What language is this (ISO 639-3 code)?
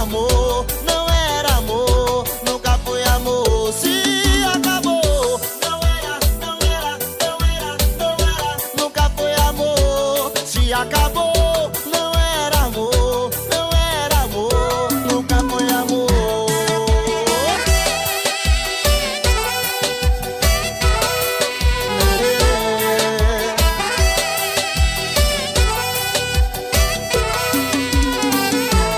por